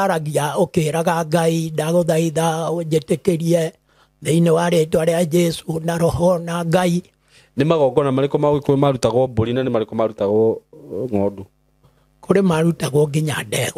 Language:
Kikuyu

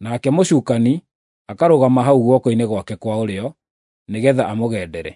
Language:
Kikuyu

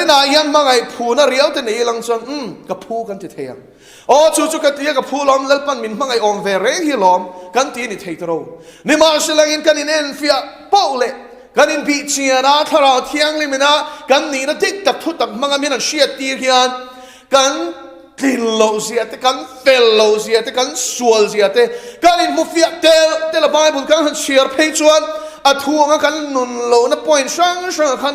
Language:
Mizo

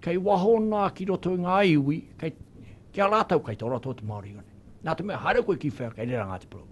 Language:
Māori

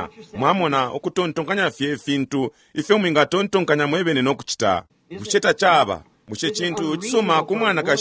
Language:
Bemba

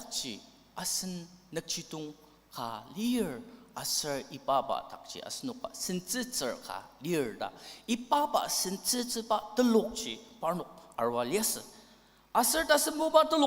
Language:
Ao Naga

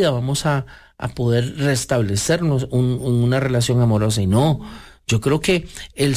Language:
Spanish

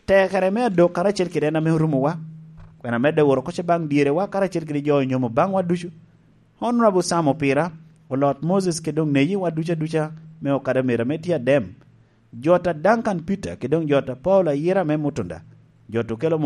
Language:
Lango (Uganda)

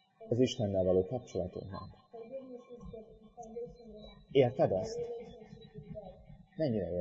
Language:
Hungarian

